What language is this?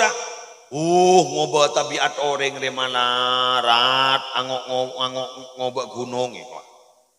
Madurese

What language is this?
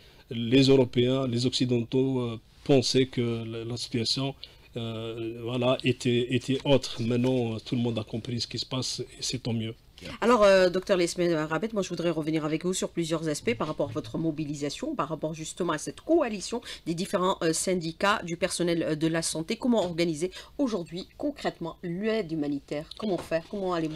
French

